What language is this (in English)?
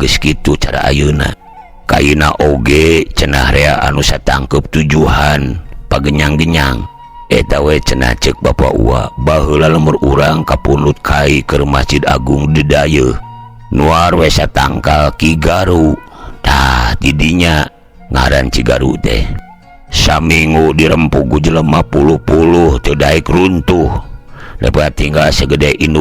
Sundanese